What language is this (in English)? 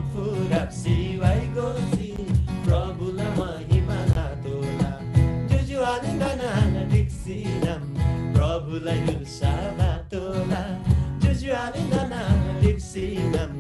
Eastern Tamang